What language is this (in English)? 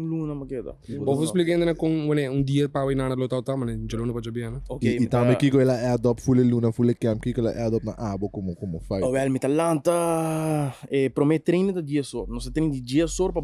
Papiamento